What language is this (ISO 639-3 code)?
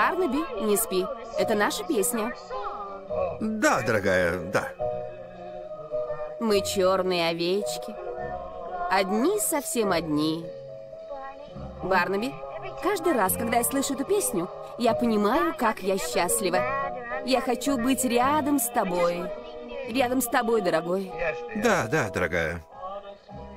rus